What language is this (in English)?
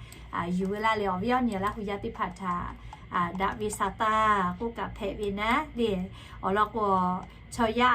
Lahu